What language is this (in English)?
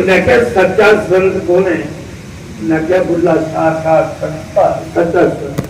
Dogri